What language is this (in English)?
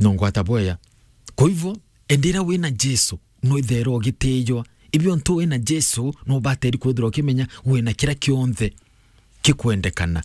Meru